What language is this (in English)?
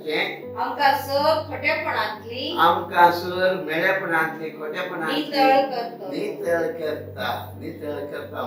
Konkani